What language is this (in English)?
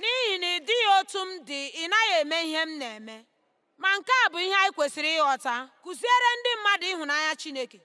Igbo